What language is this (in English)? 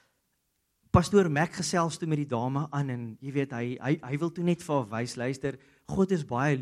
Afrikaans